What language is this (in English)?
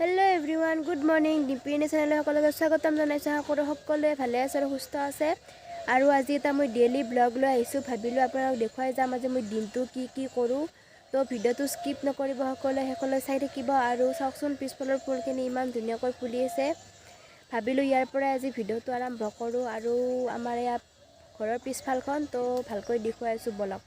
Assamese